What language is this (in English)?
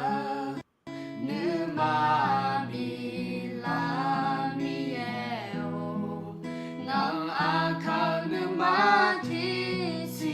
Akha